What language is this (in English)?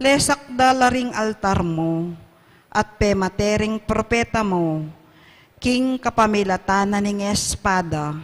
Pampanga